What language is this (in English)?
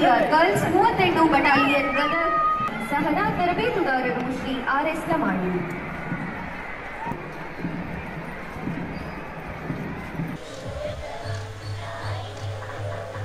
Kannada